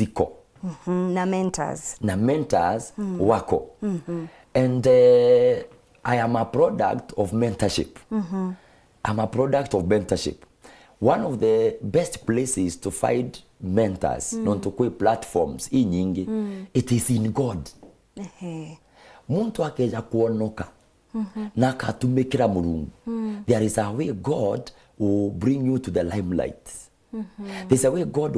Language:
Meru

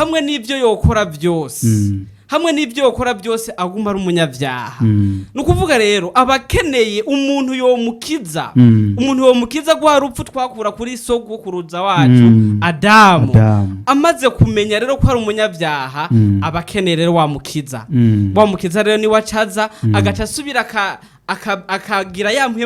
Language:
Rundi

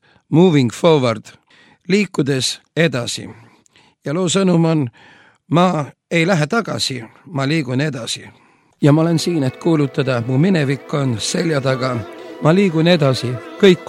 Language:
Estonian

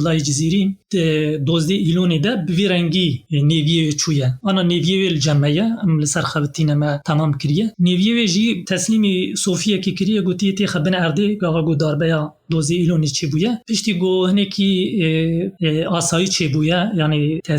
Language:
Kurdish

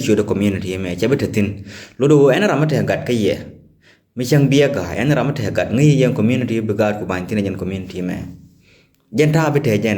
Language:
Nuer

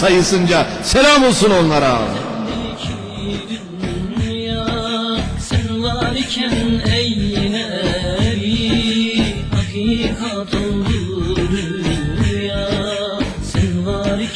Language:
Turkish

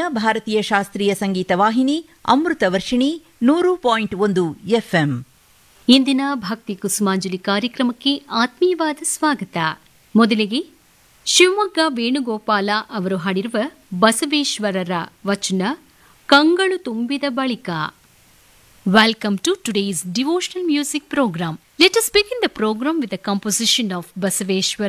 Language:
Kannada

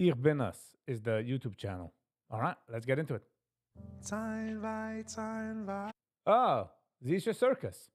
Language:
Yiddish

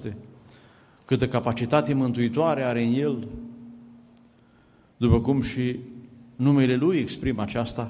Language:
Romanian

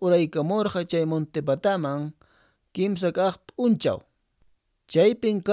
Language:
Quechua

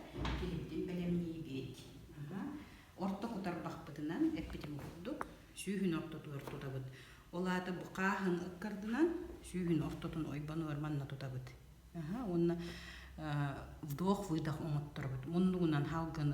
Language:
Yakut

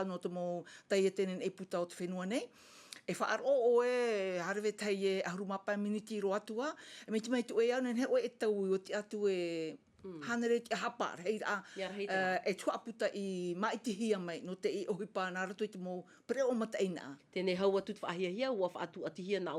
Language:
Tahitian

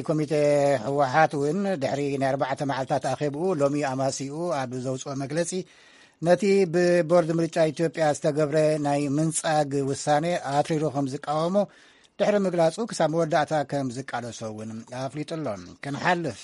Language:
Tigrinya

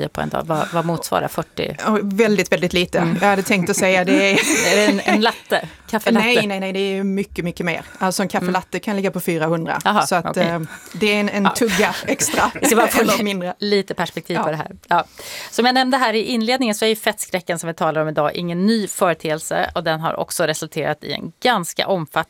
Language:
Swedish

